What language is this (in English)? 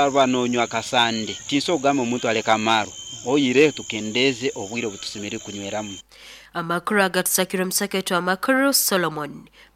Nyoro